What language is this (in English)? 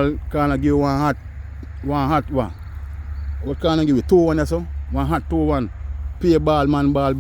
Jamaican Creole English